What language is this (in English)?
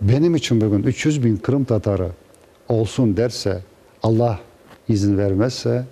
Crimean Tatar